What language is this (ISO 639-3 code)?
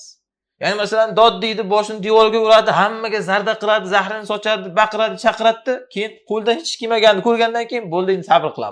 uzb